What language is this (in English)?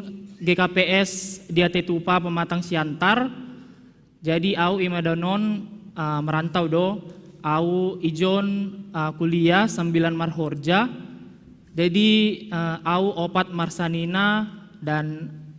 Batak Simalungun